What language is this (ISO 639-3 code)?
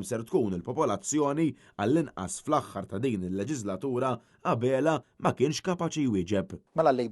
mlt